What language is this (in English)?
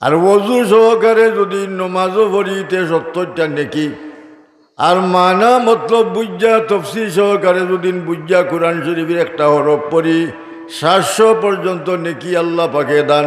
Sylheti